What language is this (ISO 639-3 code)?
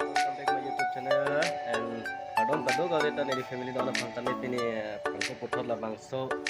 mjw